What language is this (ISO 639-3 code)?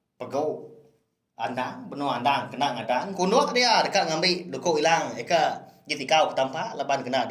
iba